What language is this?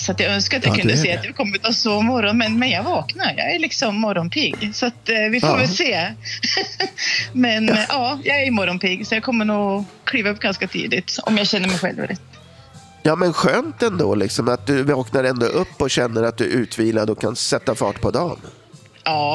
Swedish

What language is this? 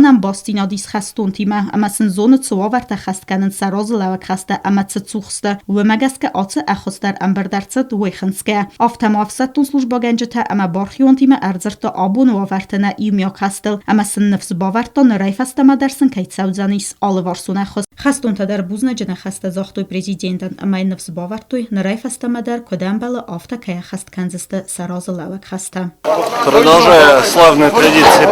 Ossetic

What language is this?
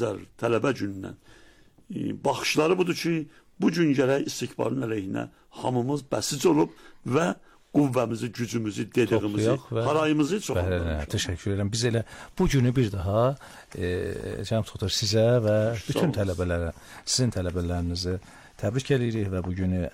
Azerbaijani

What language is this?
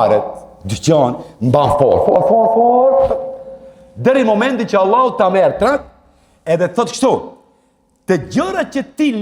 Albanian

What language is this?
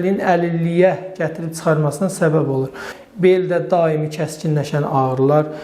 Azerbaijani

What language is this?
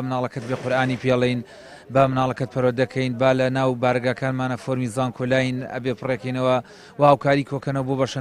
Central Kurdish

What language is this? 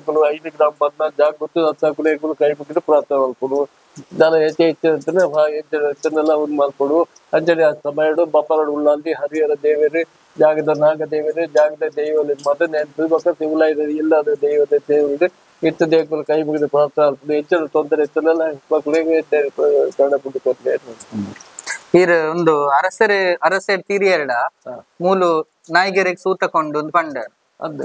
Tulu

